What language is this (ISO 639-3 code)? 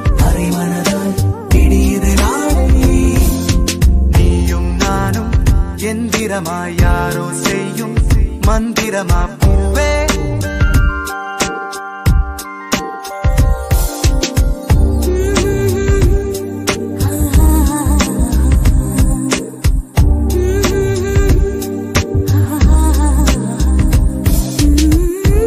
tam